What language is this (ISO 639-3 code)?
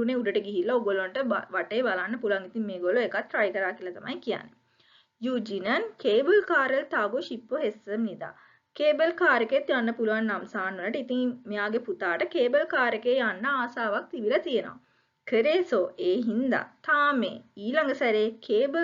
sin